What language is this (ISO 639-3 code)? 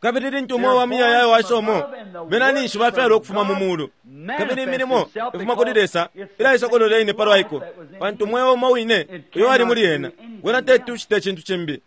bem